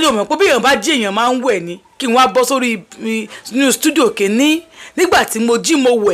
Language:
Yoruba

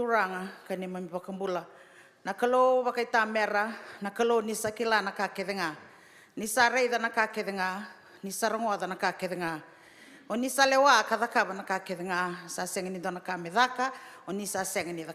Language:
Fijian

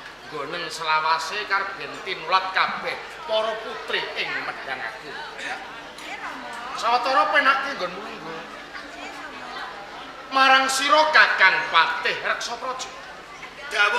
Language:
Javanese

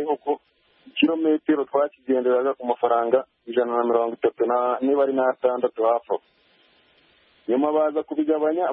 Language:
Kinyarwanda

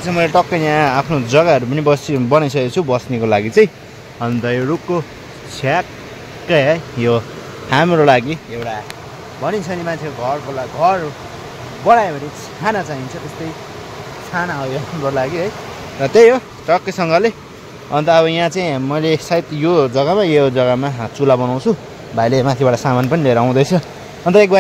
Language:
Nepali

